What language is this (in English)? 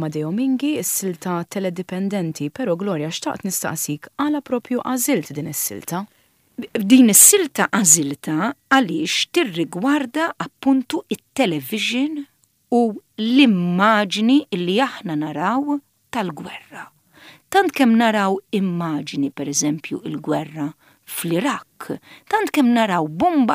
Maltese